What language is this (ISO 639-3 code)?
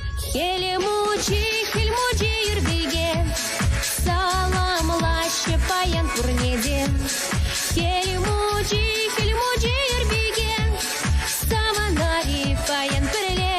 chv